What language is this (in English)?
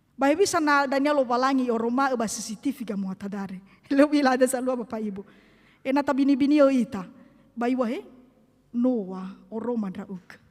Nias